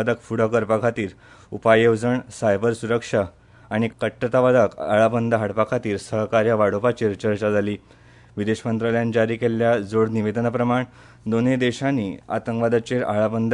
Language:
Konkani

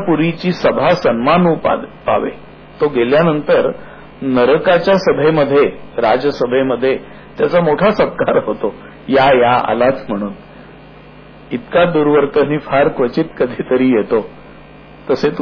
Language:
Marathi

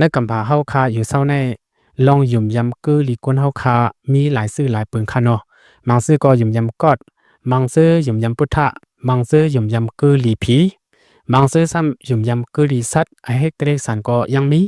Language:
Lao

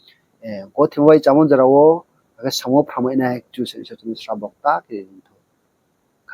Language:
Riang (India)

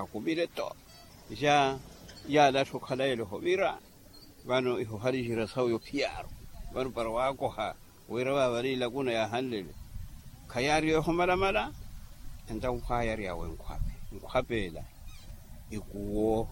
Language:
Makhuwa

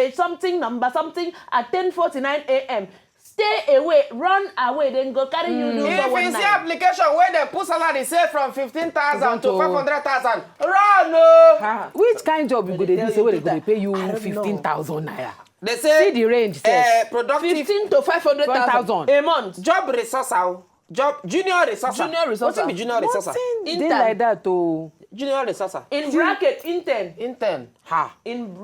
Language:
Nigerian Pidgin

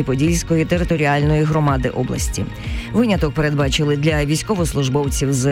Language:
Ukrainian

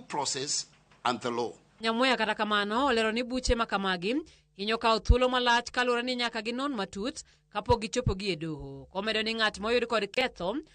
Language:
Luo (Kenya and Tanzania)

